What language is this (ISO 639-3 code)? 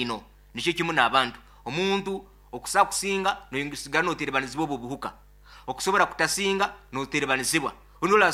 nyo